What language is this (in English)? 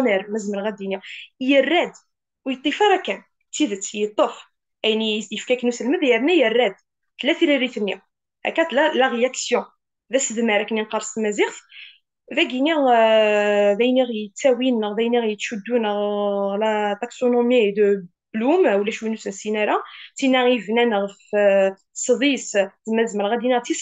Kabyle